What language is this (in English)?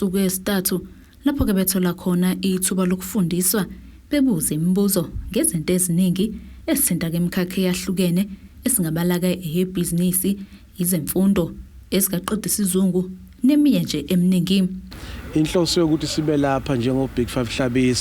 Zulu